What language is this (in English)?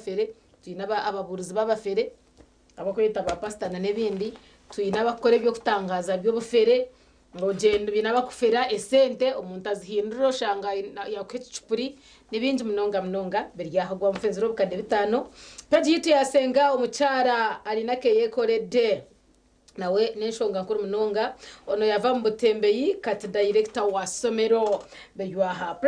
Nyankole